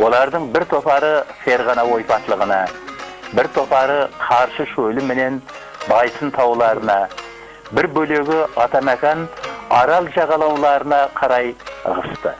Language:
Kara-Kalpak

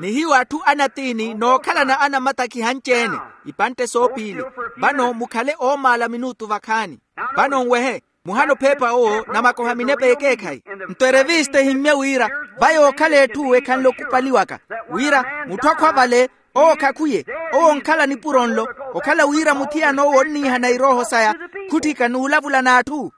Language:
Makhuwa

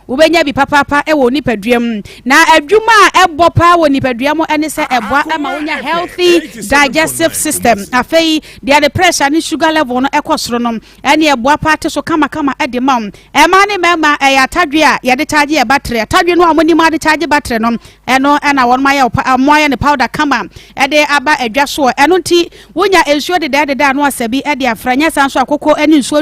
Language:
Akan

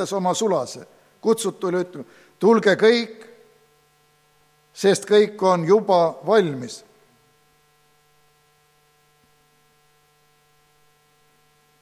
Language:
Estonian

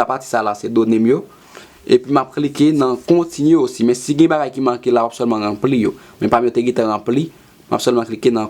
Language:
Haitian Creole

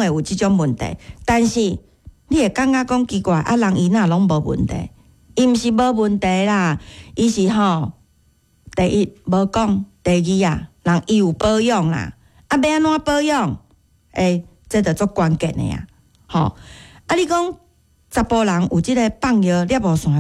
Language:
Min Nan Chinese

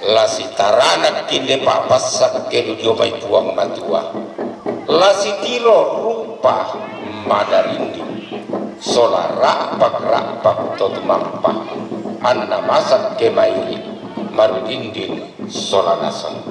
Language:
Toraja-Sa'dan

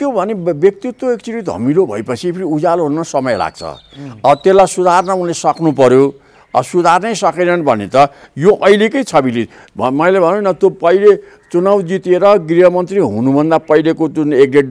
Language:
Nepali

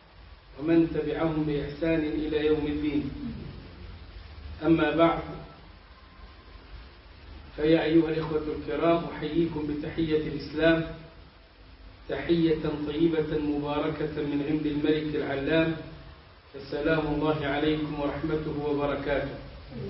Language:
Arabic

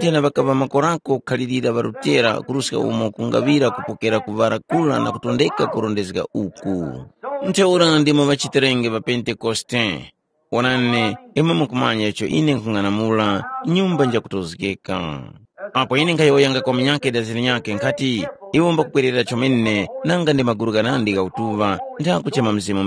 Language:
Tumbuka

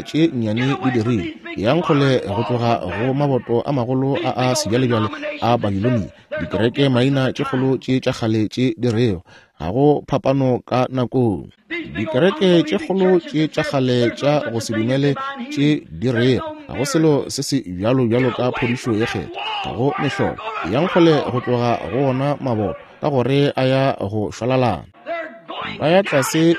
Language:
Northern Sotho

